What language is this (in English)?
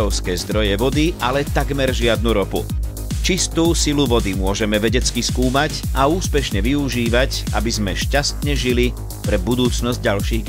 Slovak